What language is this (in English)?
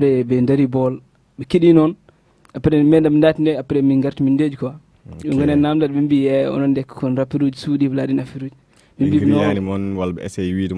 Fula